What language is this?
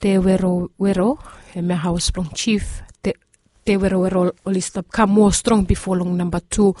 Bislama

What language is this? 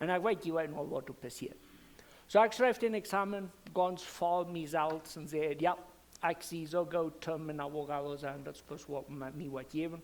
Plautdietsch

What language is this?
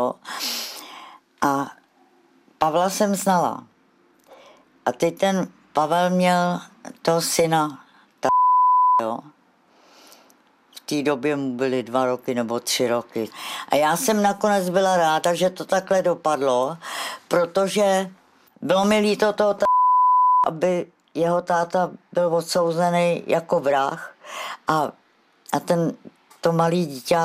Czech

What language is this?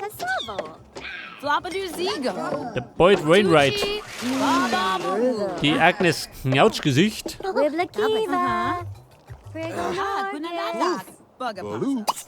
Bavarian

